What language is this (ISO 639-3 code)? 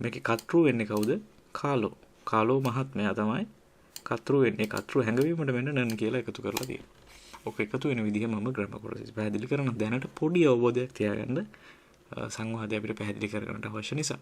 sin